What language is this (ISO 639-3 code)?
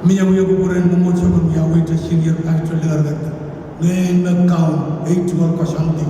pon